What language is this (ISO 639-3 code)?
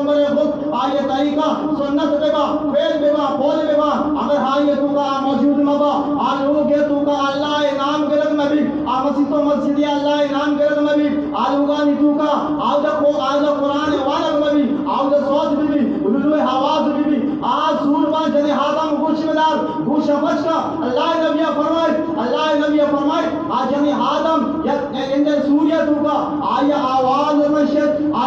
bal